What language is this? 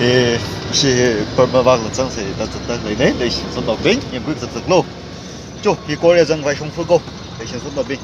Tangkhul Naga (India)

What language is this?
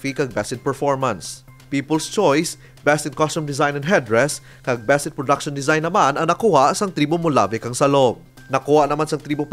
Hiligaynon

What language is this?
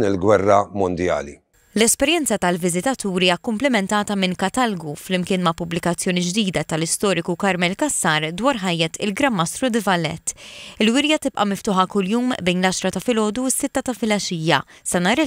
Maltese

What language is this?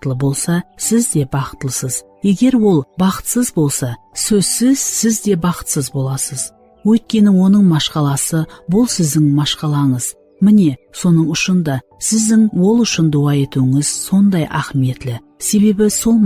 Kara-Kalpak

